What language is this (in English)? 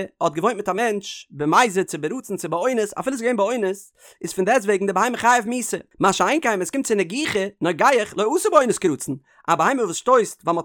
Yiddish